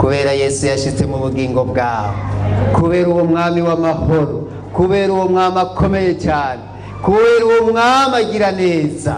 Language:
Rundi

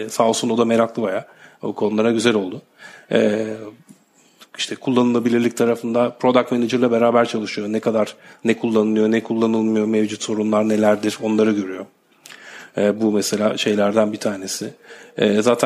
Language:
Turkish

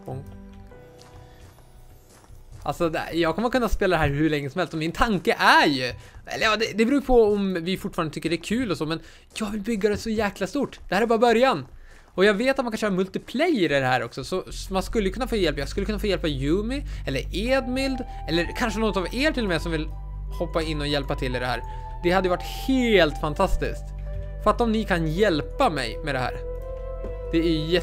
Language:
Swedish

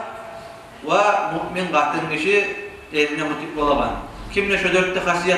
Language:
Kumyk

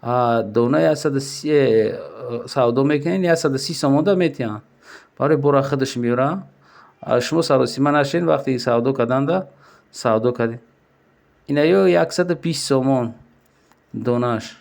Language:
Tajik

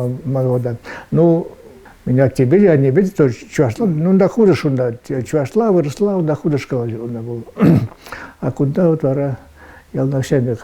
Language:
Chuvash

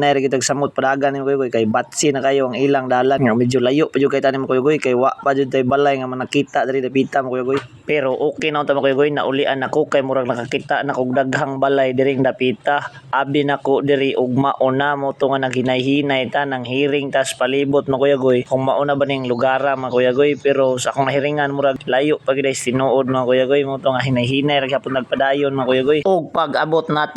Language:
Cebuano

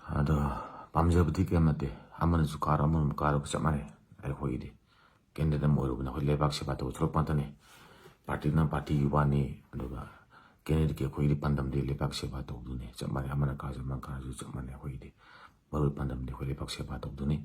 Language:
Manipuri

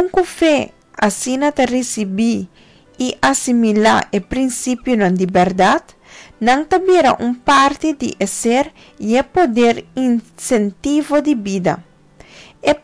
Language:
Papiamento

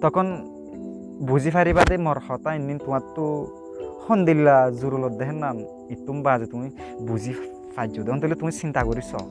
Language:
Rohingya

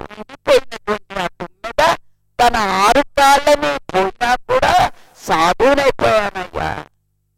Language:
Telugu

